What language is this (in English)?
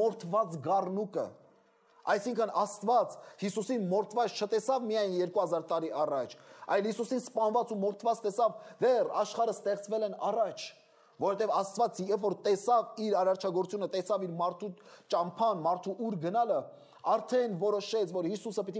Armenian